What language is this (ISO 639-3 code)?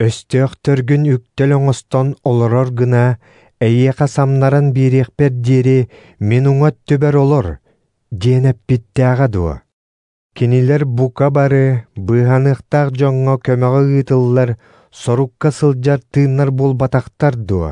sah